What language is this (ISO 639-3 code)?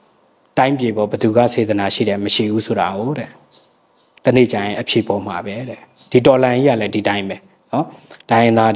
mya